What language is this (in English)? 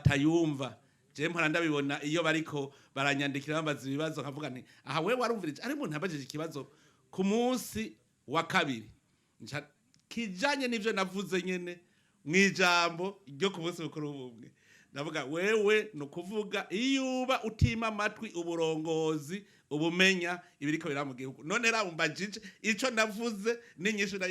Rundi